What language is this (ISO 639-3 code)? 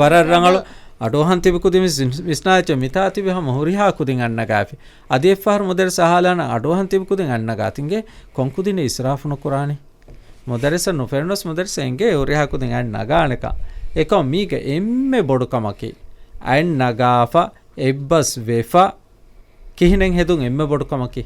div